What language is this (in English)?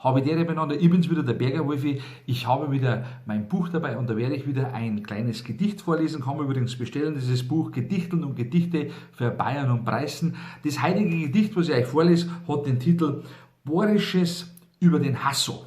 Bavarian